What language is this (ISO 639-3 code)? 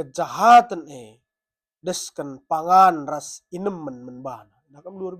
btx